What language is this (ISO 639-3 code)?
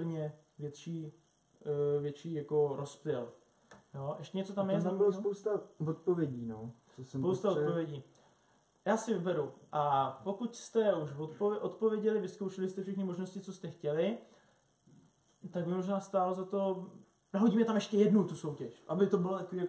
ces